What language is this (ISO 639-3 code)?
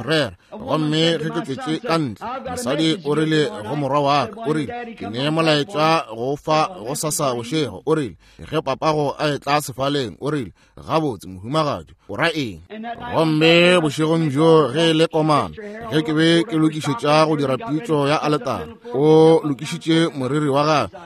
nso